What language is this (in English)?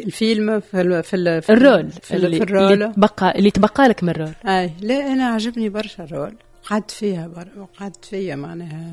Tunisian Arabic